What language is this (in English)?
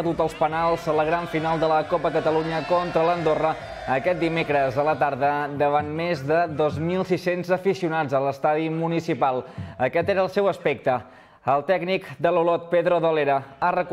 Catalan